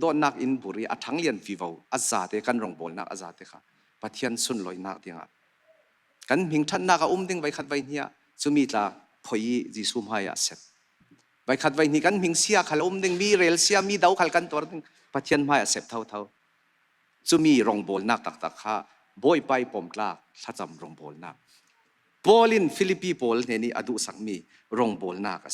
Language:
Falam Chin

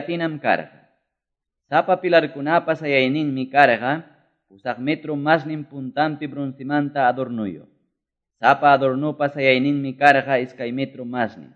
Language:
Quechua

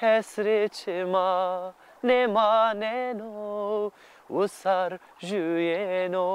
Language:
Zaza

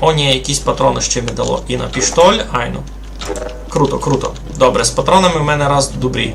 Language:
Rusyn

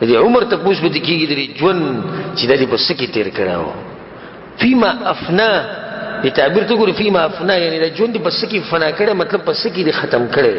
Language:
Pashto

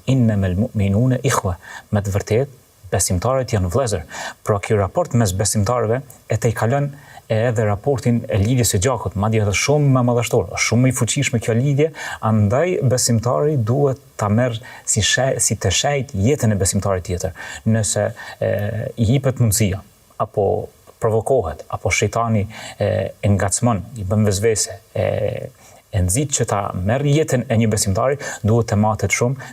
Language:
Albanian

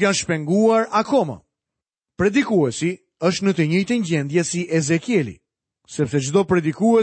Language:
Albanian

